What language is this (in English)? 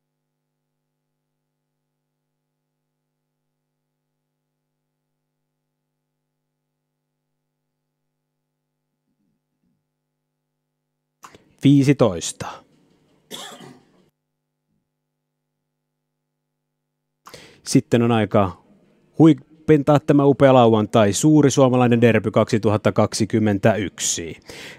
Finnish